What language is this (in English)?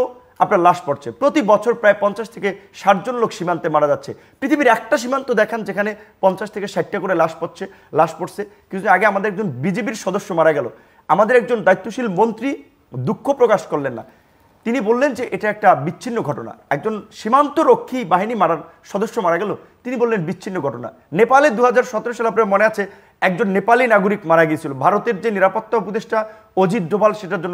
Bangla